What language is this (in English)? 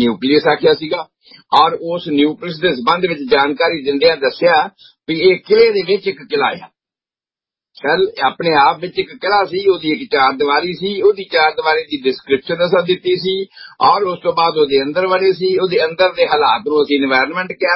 Punjabi